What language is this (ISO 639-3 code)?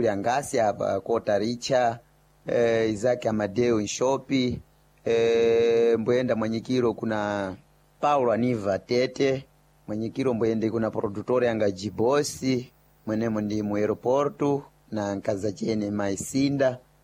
seh